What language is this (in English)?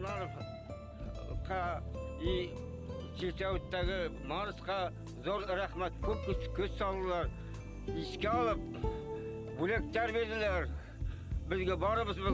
Bashkir